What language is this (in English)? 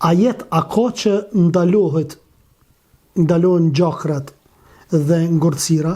Albanian